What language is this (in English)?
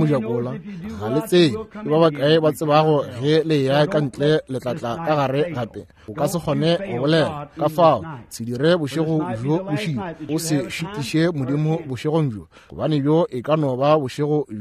Northern Sotho